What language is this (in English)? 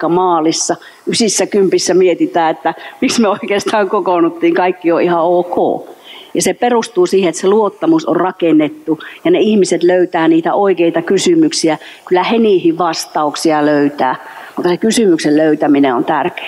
Finnish